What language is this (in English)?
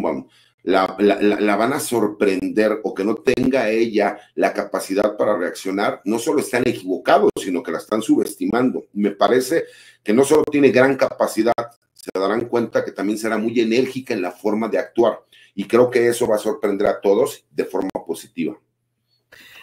Spanish